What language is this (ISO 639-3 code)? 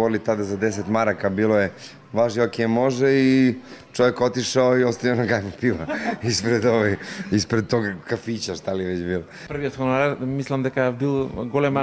mkd